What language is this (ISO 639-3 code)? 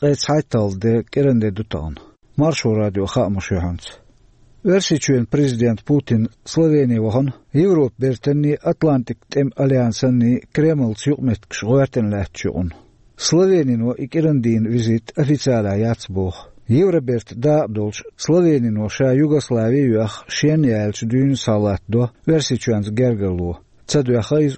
che